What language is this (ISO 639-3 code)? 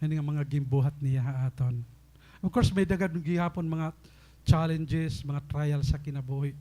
war